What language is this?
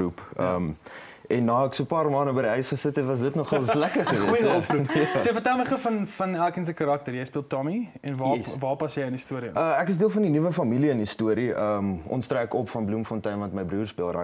Afrikaans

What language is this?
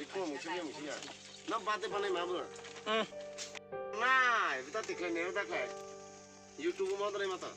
Kok Borok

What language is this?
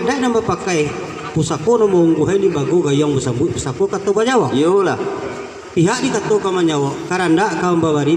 Minangkabau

